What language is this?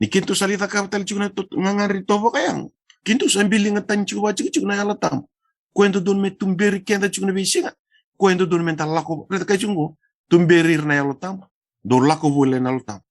Fijian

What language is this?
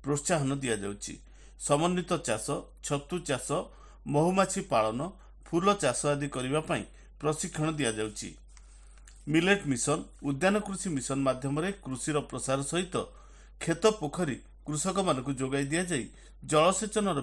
Odia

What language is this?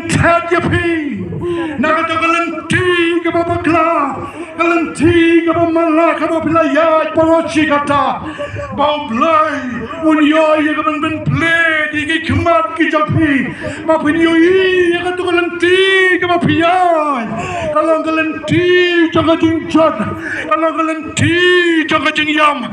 Khasi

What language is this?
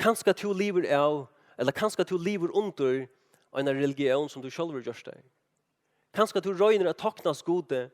Faroese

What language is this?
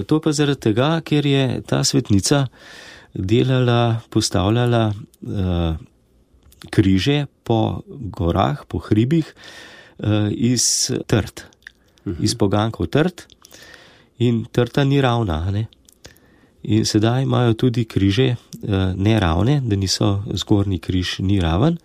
Slovenian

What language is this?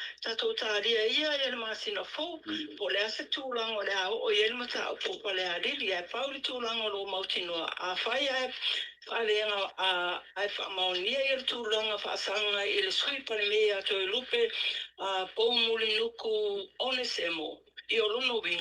Samoan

